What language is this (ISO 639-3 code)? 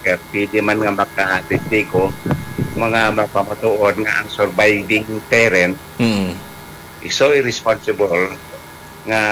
hil